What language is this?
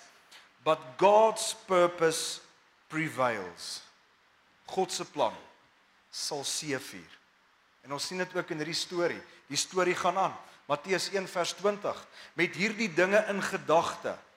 Afrikaans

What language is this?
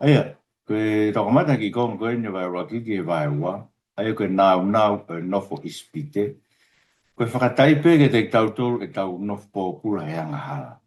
Tongan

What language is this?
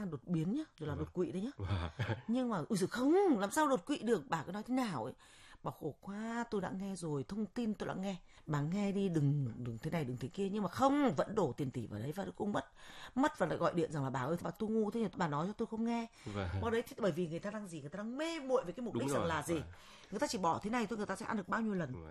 Vietnamese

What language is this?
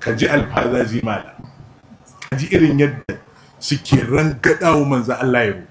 Hausa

